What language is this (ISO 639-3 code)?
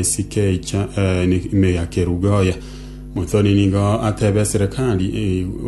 guz